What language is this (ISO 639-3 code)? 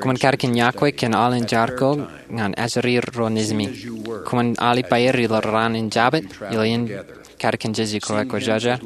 mah